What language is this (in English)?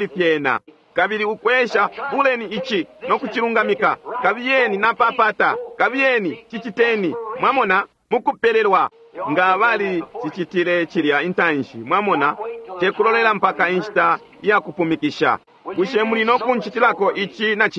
Bemba